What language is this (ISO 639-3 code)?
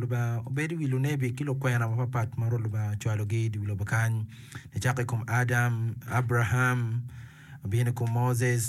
ach